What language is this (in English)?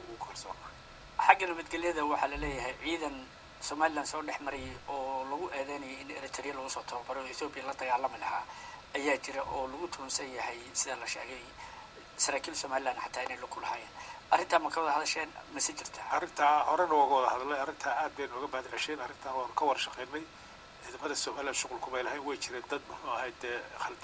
Somali